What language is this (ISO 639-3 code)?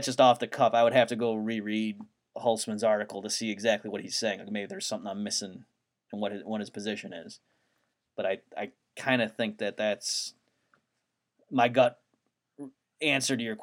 eng